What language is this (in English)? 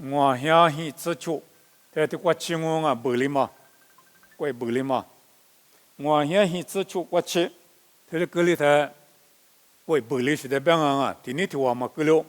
Lisu